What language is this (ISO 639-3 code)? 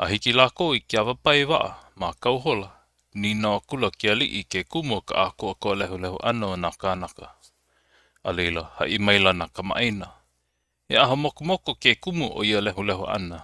haw